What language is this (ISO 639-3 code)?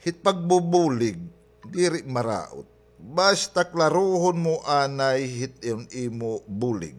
war